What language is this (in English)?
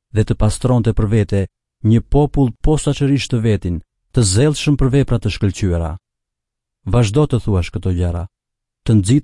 Albanian